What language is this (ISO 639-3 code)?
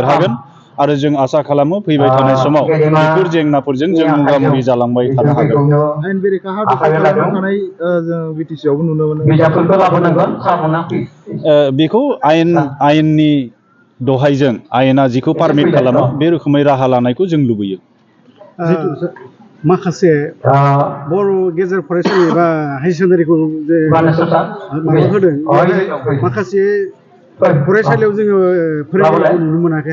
brx